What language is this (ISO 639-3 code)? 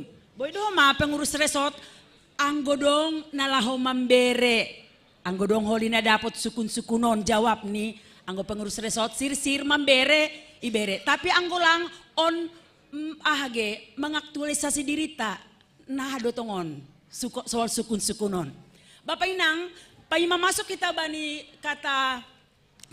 bts